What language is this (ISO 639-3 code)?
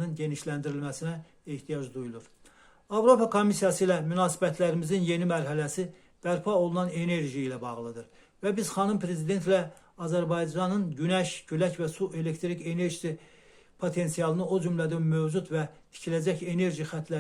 aze